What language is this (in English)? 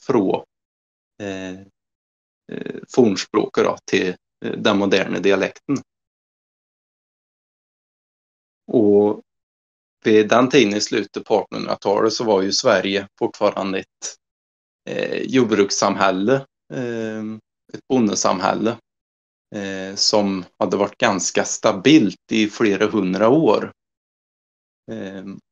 Swedish